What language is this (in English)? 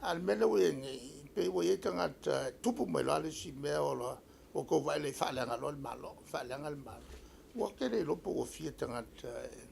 Samoan